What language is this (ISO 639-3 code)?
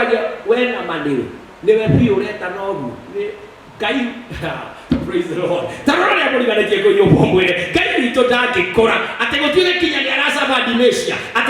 kik